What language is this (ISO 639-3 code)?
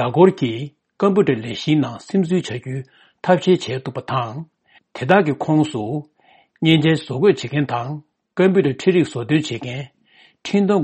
bod